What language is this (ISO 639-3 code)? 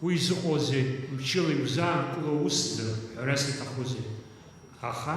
abk